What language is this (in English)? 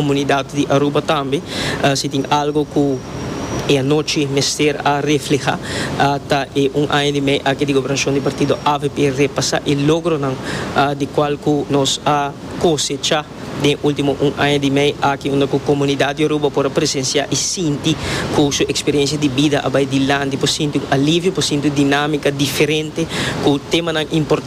Papiamento